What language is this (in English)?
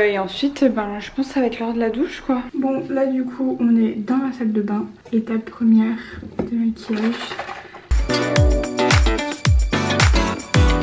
French